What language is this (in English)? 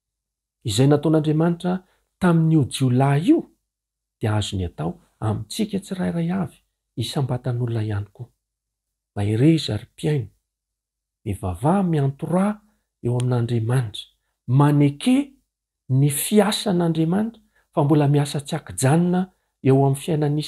Malagasy